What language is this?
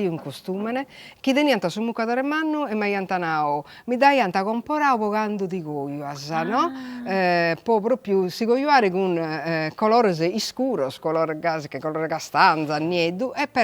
Sardinian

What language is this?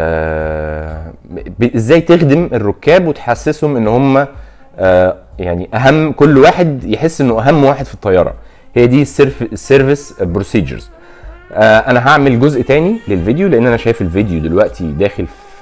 Egyptian Arabic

